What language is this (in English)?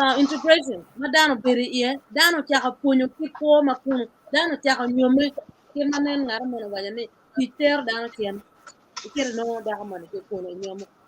Acoli